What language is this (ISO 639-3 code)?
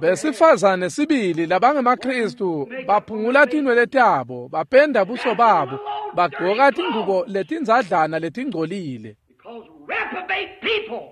ssw